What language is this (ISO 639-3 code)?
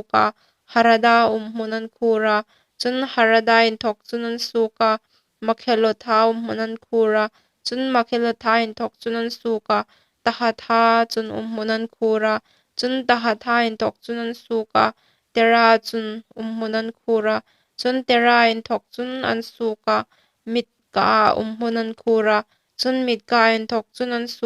hmr